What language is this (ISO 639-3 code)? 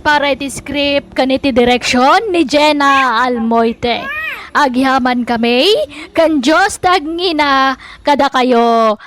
ilo